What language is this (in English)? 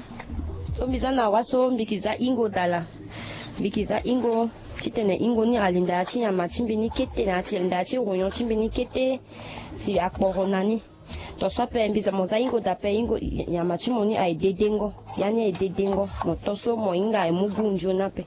Sango